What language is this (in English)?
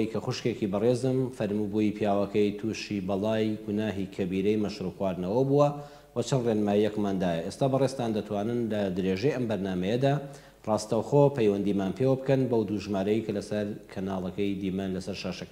Central Kurdish